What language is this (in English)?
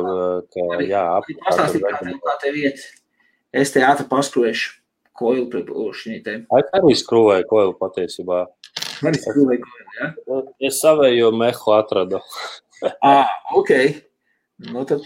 Latvian